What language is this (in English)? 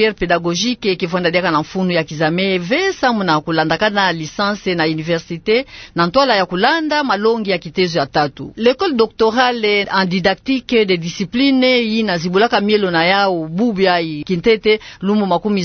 Kituba (Democratic Republic of Congo)